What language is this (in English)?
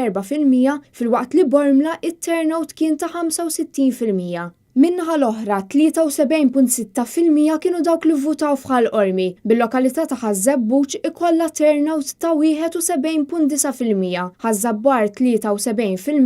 Maltese